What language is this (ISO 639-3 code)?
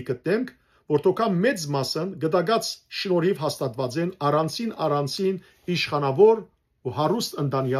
hyw